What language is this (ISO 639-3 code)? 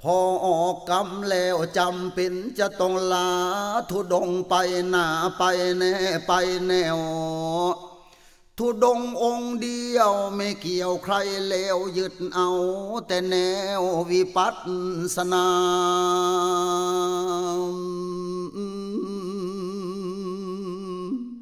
tha